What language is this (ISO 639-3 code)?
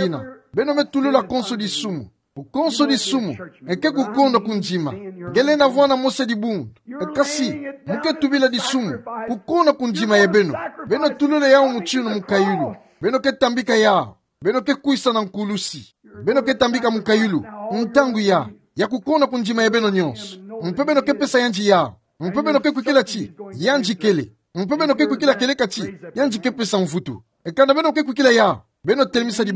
ktu